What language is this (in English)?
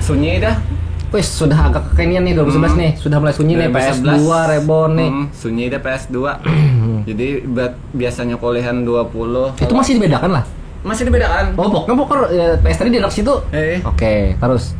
Banjar